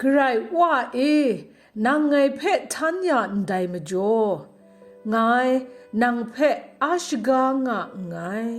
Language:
Kachin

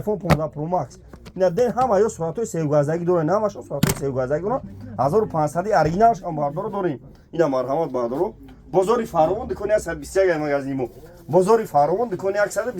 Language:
Tajik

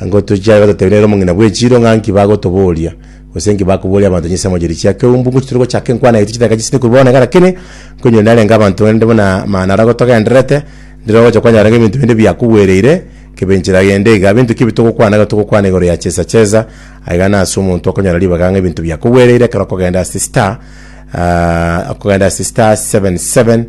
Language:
Gusii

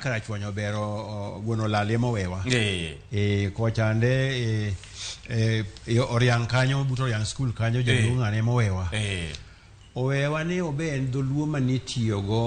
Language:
Luo (Kenya and Tanzania)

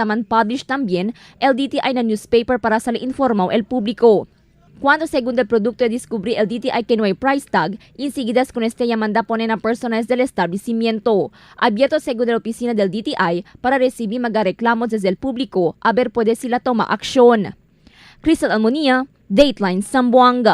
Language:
Chavacano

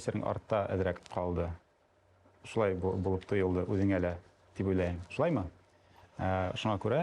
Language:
Bashkir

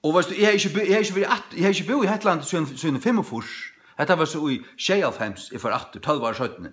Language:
Faroese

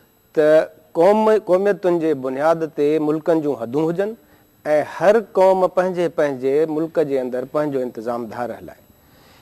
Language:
Sindhi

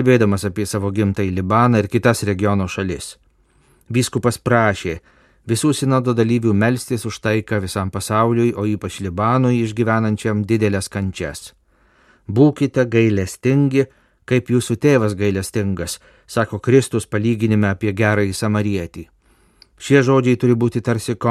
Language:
Lithuanian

